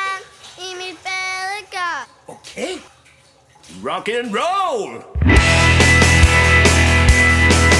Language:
Danish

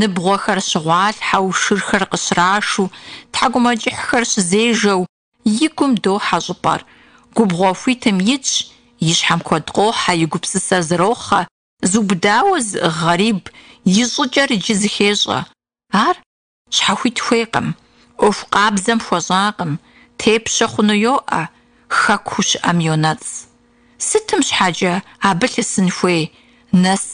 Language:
Kabardian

